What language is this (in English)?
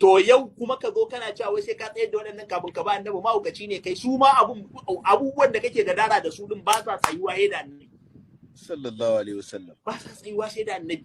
Hausa